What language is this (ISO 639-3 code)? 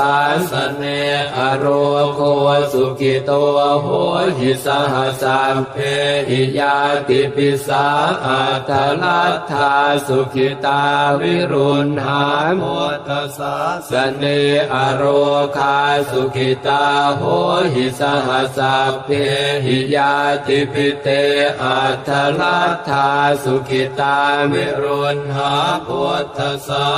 pli